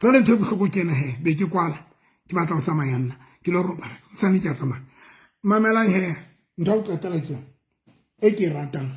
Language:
Southern Sotho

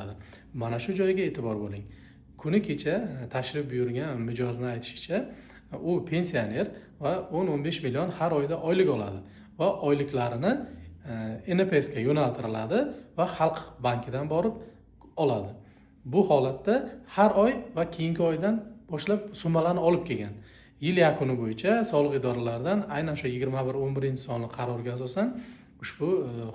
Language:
Uzbek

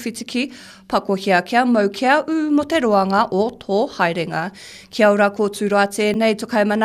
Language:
Māori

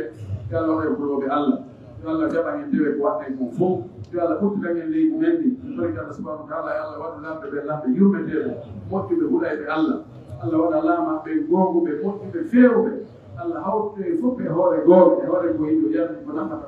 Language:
Pular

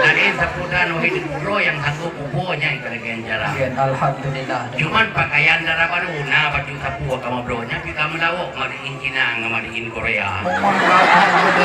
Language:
Achinese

